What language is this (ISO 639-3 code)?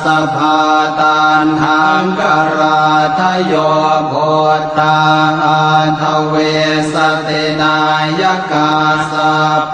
pli